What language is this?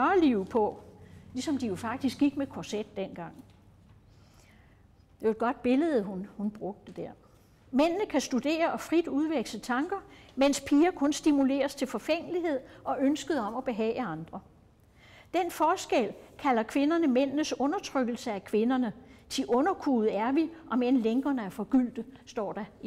Danish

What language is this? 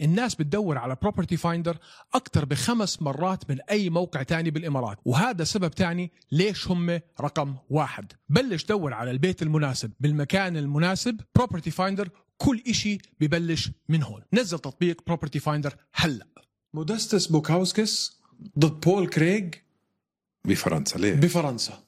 North Levantine Arabic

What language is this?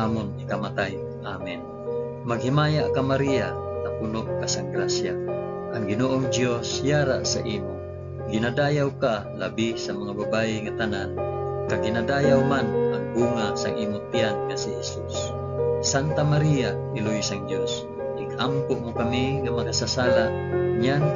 Hiligaynon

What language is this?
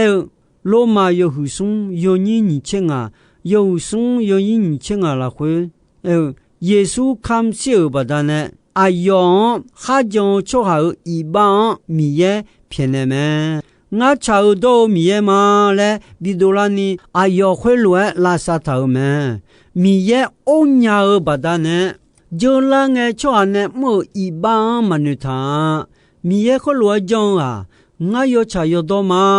Akha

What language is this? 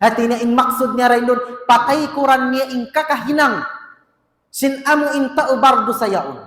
Tausug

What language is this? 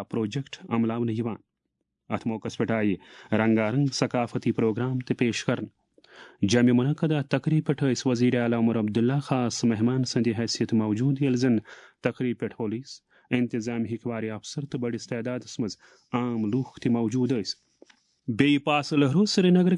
Kashmiri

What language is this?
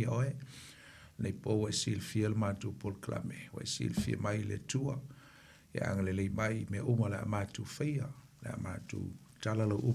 Samoan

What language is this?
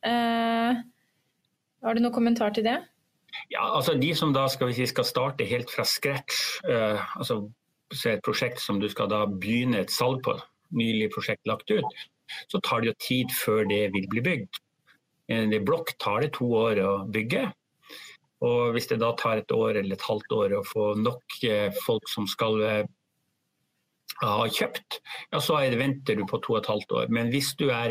Norwegian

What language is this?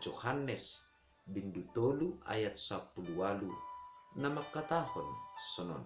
Batak Simalungun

